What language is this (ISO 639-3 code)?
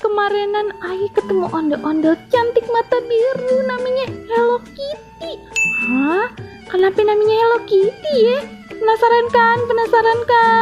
bew